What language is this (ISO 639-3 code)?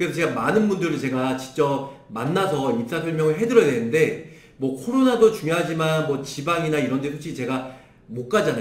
kor